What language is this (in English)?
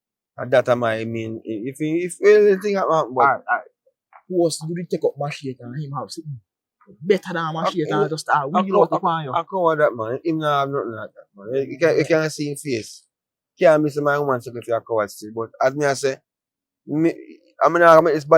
Jamaican Creole English